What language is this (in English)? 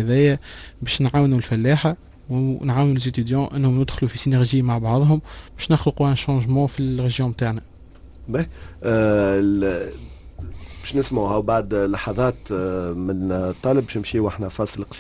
Tunisian Arabic